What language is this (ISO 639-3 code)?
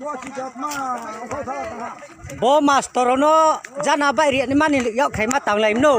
trp